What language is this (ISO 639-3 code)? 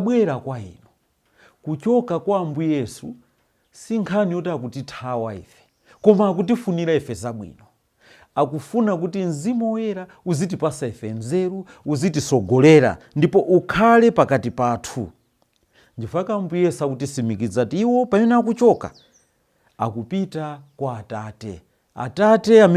nya